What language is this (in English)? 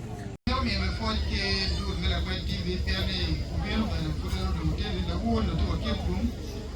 Acoli